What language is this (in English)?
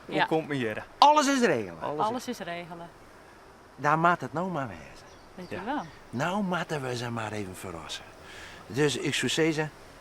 Western Frisian